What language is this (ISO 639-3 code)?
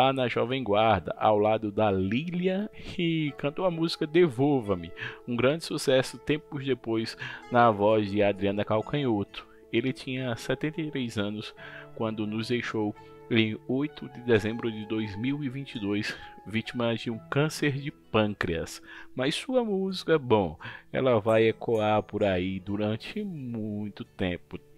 por